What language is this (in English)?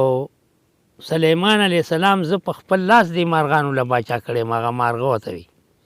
Pashto